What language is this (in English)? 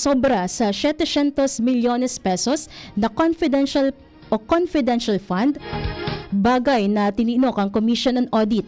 Bikol